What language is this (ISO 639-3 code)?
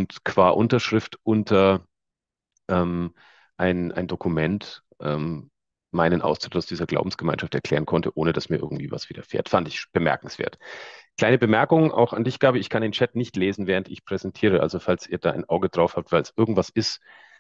deu